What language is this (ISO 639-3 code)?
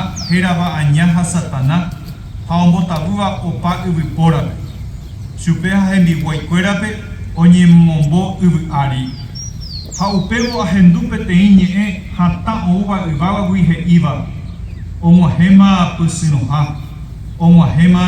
grn